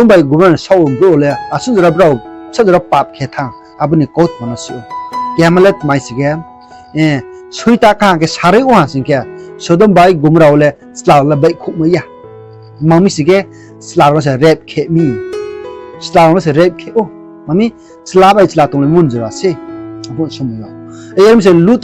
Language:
Riang (India)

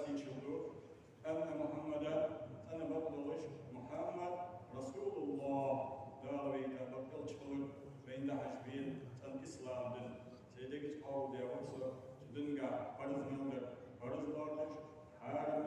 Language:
Ingush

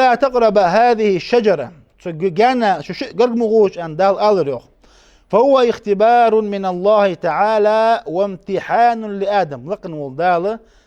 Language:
Ingush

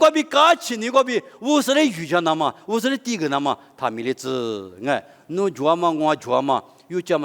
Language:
Lisu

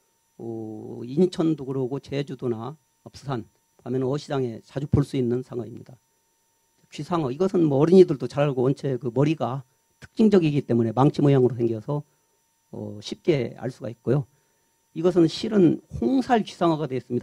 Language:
Korean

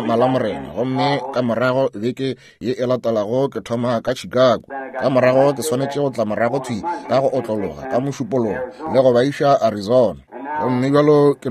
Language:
Northern Sotho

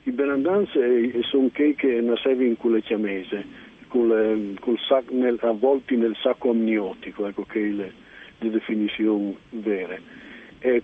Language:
Friulian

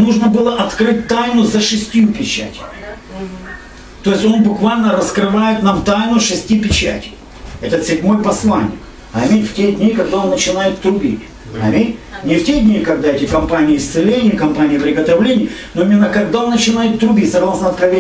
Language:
Russian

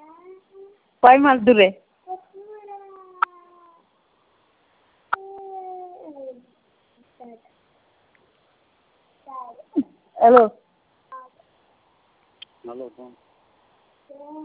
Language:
Bangla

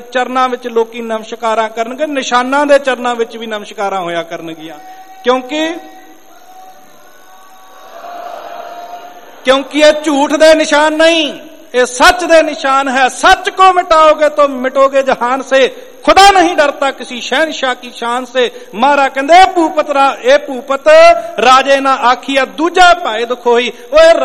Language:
Punjabi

